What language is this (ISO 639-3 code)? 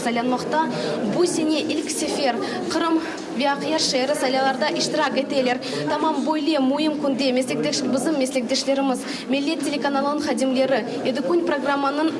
crh